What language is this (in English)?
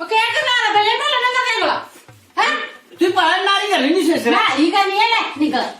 Dogri